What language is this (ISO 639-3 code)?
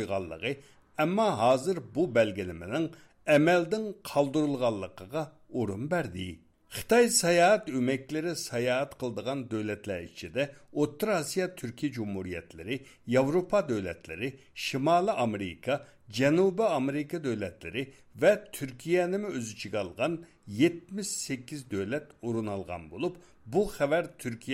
uig